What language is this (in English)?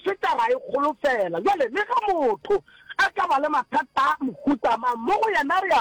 Northern Sotho